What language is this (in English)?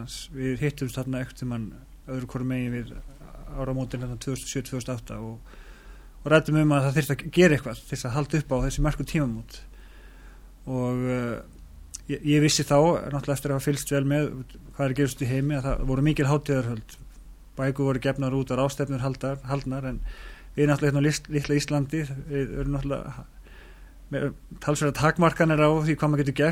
Icelandic